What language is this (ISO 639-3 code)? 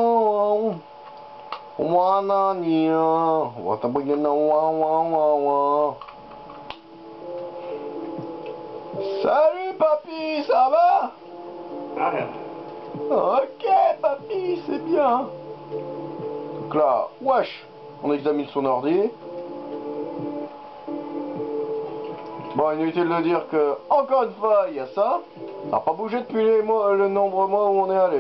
fra